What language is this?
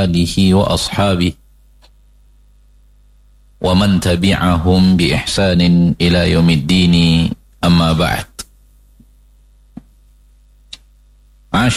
Indonesian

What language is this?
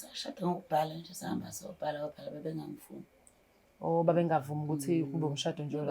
Zulu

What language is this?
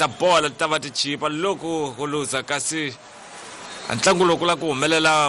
Tsonga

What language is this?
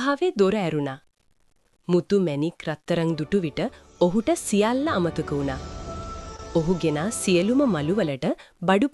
Sinhala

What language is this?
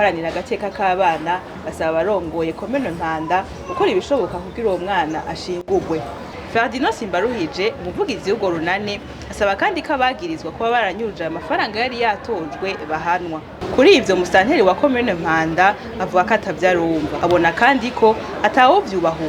Rundi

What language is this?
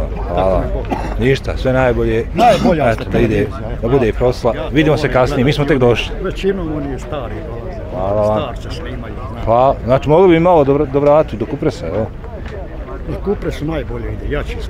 Bosnian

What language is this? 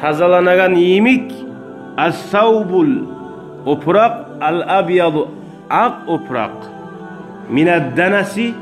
Kumyk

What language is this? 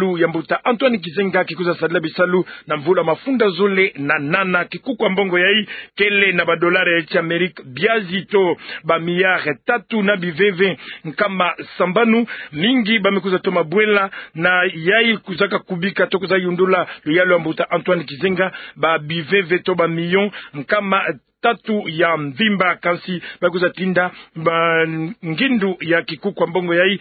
Kituba (Democratic Republic of Congo)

